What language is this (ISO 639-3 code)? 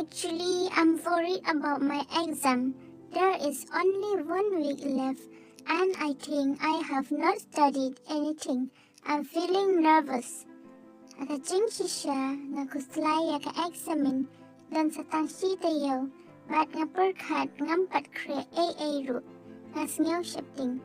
kha